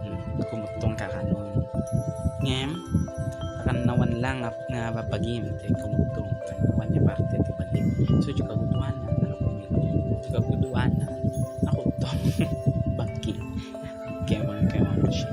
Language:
Iloko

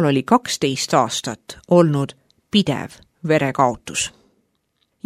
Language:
Estonian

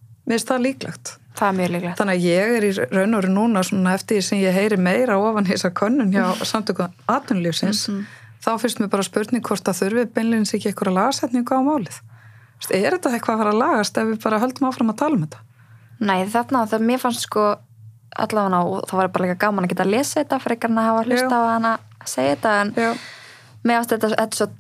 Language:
Icelandic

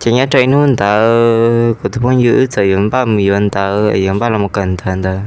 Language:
Hmong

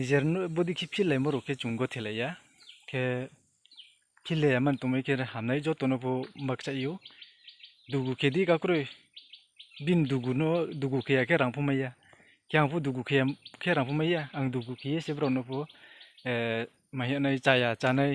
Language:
Riang (India)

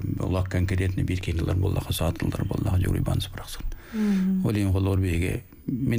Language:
Yakut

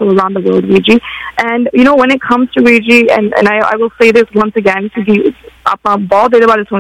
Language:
Punjabi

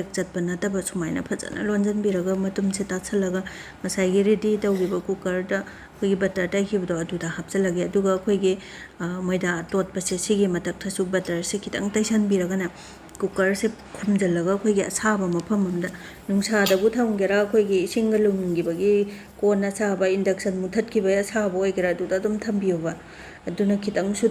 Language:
Manipuri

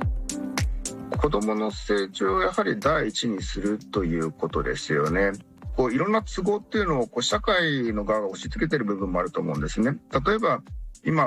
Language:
Japanese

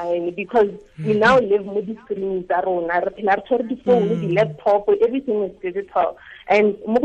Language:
Tswana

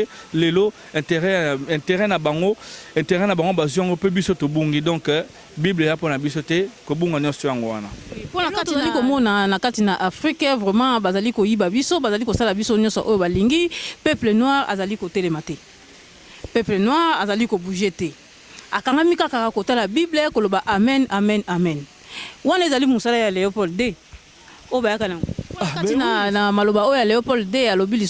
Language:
Lingala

